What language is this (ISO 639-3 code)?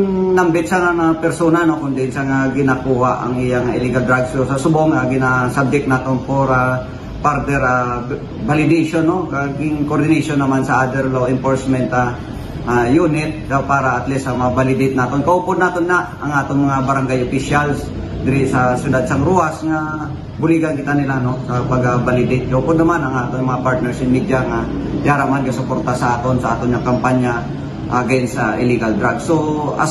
hil